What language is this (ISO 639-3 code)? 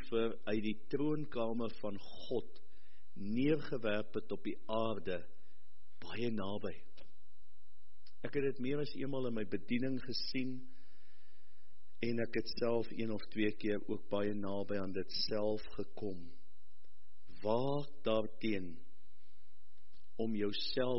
afr